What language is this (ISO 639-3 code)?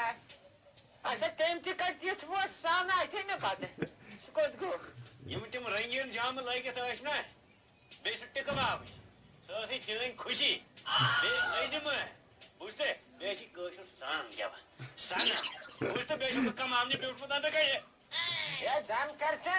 kas